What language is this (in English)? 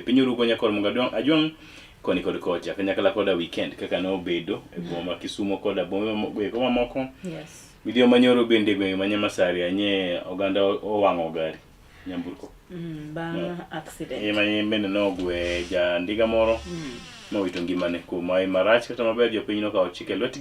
Luo (Kenya and Tanzania)